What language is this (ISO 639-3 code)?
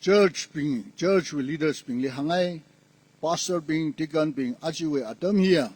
nmf